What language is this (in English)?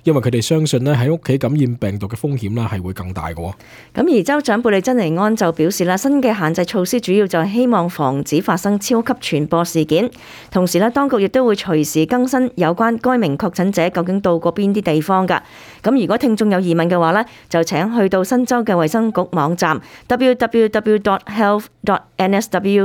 Cantonese